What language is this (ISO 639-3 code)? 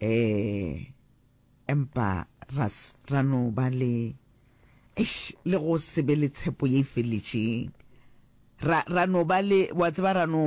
nso